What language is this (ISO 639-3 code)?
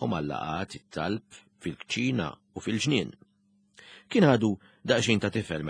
mlt